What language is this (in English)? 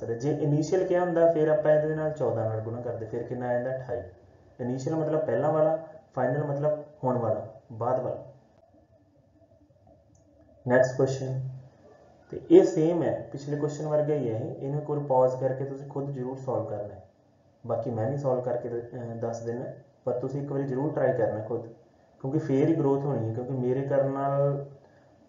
Punjabi